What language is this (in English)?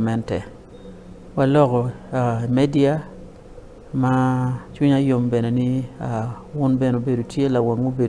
Acoli